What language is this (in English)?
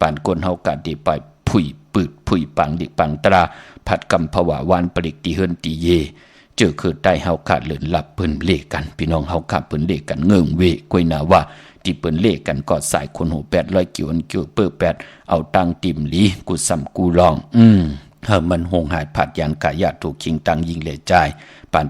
Shan